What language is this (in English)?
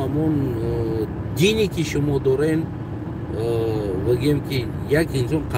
Tajik